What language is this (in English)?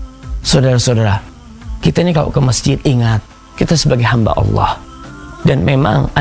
Indonesian